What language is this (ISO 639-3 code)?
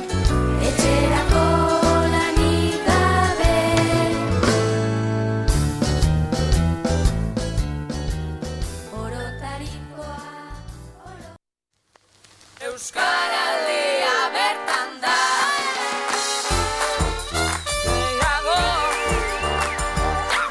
eus